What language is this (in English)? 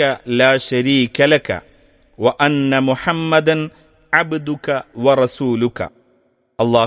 Malayalam